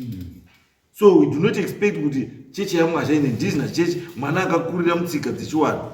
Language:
Shona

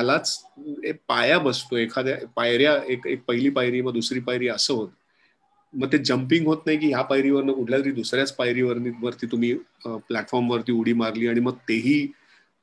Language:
Marathi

